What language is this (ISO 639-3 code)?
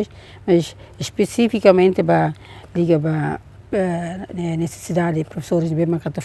tet